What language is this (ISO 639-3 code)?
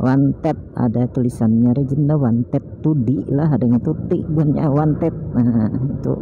bjn